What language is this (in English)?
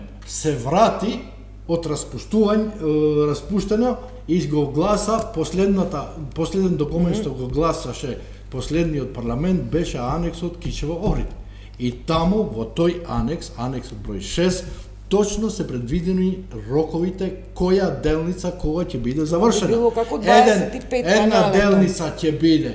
Macedonian